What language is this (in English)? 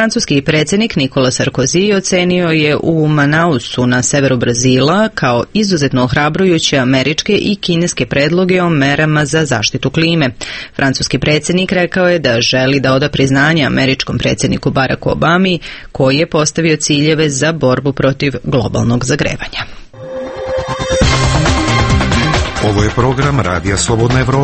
Serbian